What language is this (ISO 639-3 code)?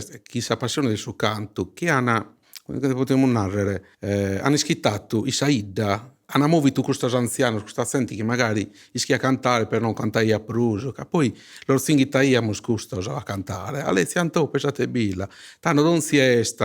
srd